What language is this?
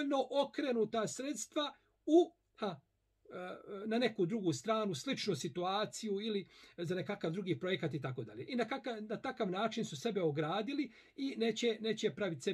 Bosnian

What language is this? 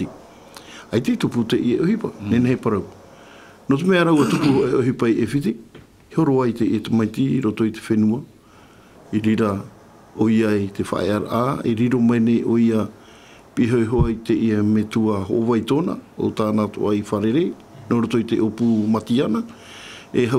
Tahitian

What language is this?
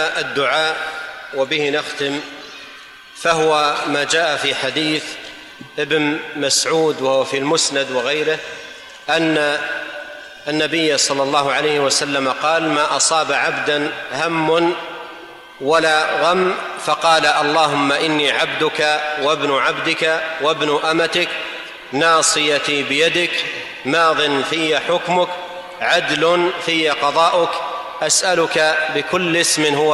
Arabic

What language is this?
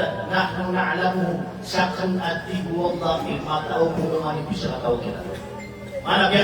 Maranao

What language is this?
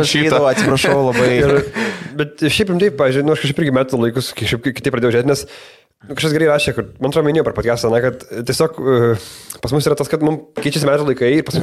Lithuanian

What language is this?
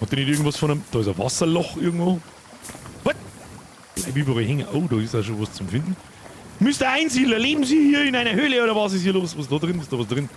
Bavarian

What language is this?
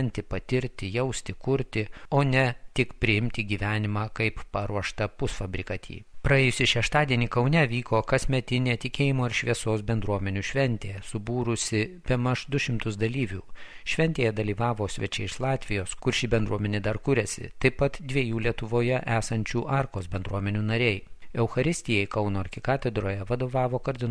Lithuanian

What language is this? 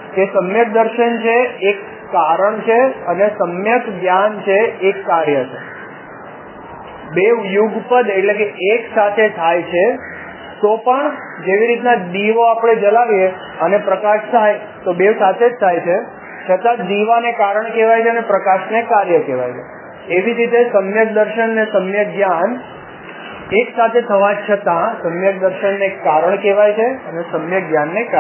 Gujarati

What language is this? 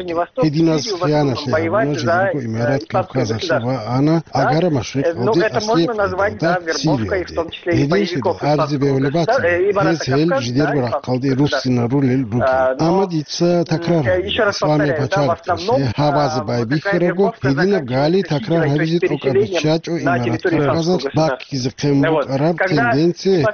Avaric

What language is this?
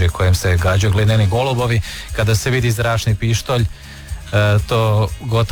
Croatian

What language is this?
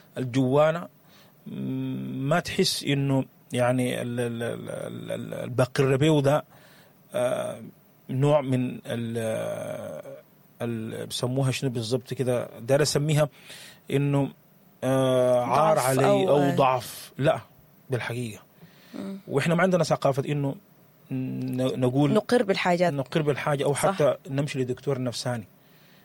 Sudanese Arabic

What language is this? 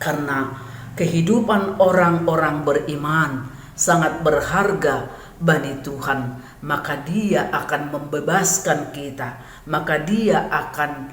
Batak Simalungun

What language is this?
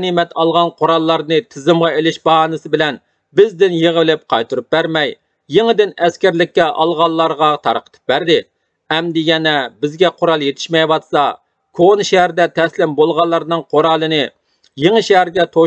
Uyghur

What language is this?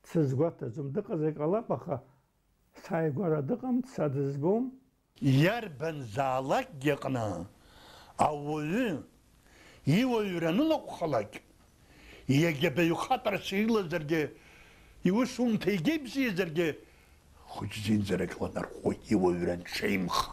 Abkhazian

